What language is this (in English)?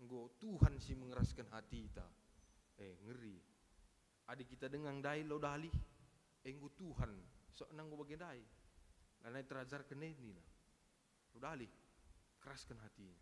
Batak Karo